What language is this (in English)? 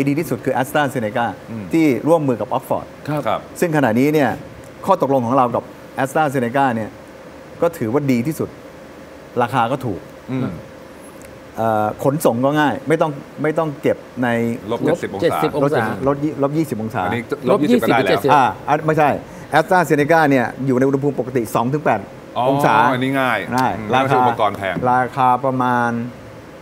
Thai